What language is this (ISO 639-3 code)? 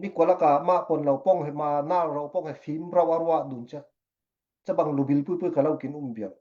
cfm